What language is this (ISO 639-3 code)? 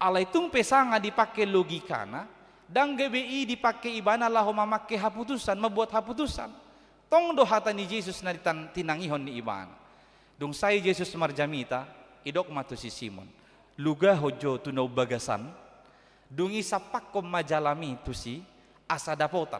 bbc